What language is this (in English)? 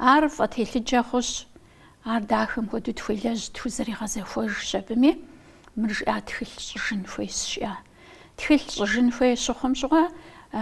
Kabardian